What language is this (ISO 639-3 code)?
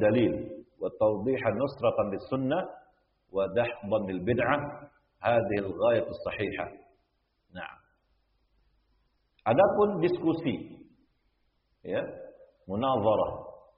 ind